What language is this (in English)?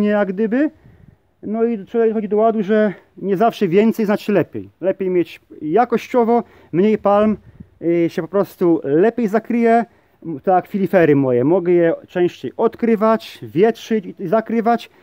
Polish